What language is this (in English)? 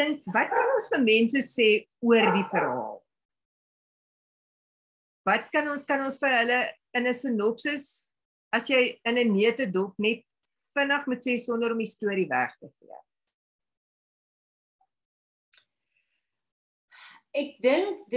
Afrikaans